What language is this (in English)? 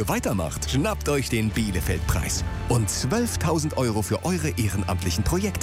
German